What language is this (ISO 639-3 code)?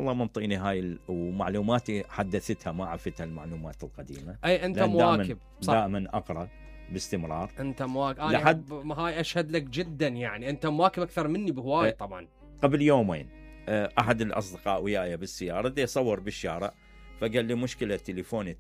acm